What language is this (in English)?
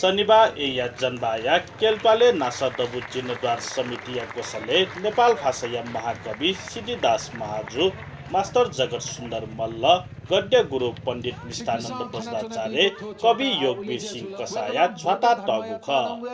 Newari